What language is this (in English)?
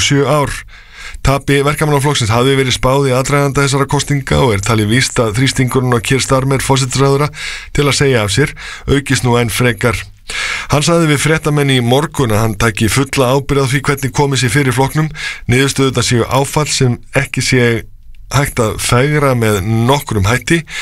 Icelandic